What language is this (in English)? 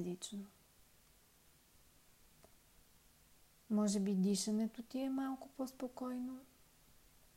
Bulgarian